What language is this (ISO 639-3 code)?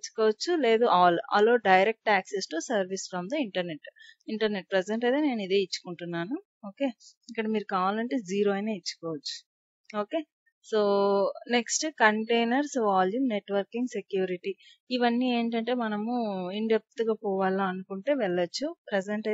tel